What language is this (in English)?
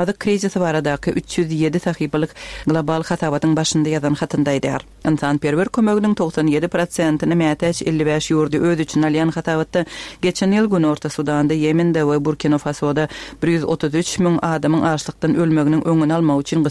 Turkmen